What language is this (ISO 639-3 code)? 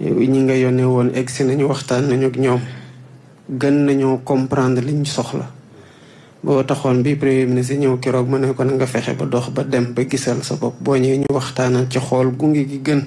wol